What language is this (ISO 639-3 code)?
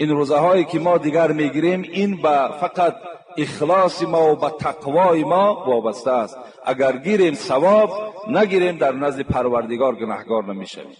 tgk